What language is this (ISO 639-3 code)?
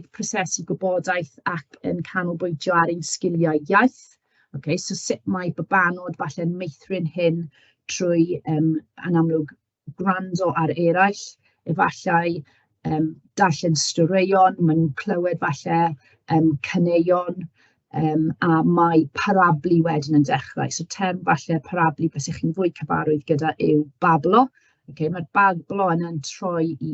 cym